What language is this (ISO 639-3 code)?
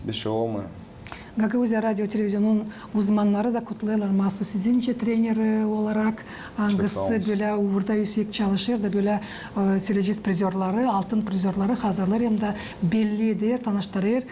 gag